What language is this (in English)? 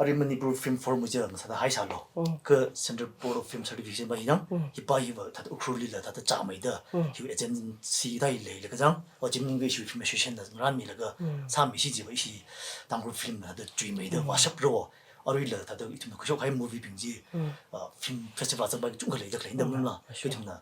Tangkhul Naga (India)